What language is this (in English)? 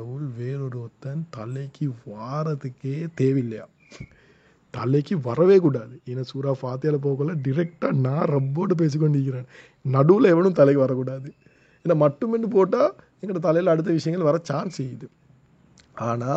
Tamil